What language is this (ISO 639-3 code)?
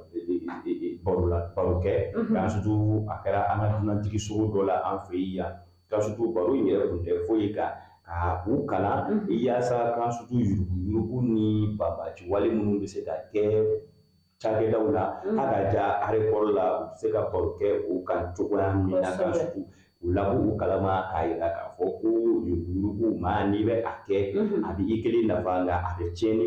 bam